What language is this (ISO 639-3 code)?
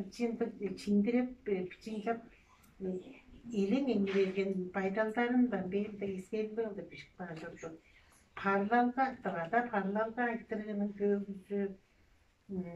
tyv